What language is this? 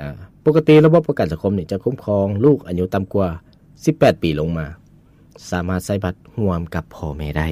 Lao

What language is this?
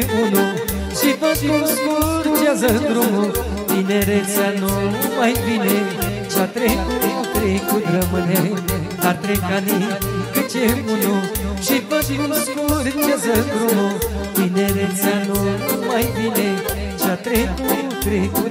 Romanian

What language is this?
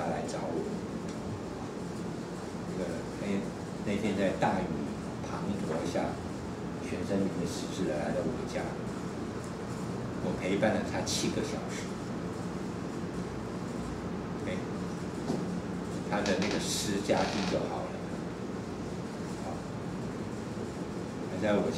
Chinese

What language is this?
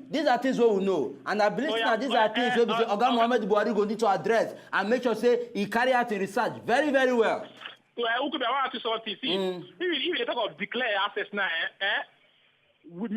Nigerian Pidgin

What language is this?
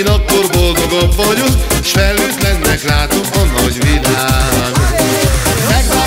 Hungarian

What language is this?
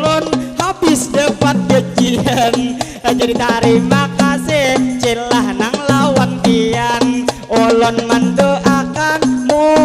Banjar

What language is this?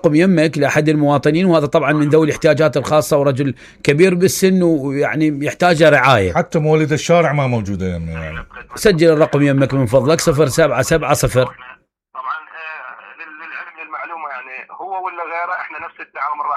Mesopotamian Arabic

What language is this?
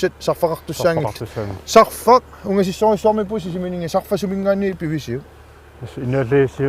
Kalaallisut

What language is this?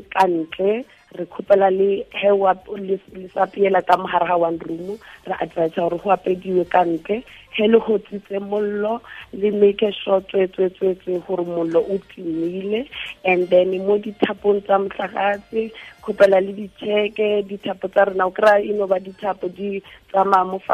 Tswana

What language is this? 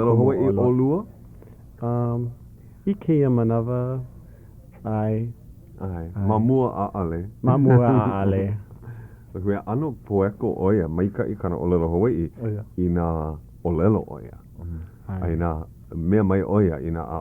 Hawaiian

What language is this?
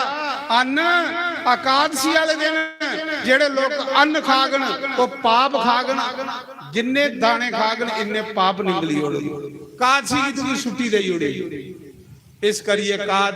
Dogri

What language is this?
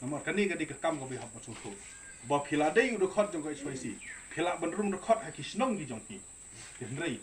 Khasi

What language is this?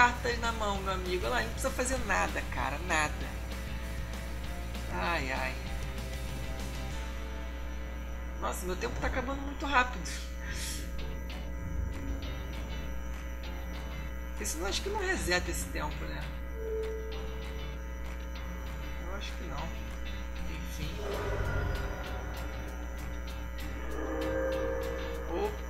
Portuguese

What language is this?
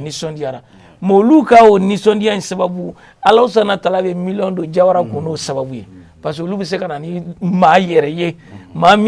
Bambara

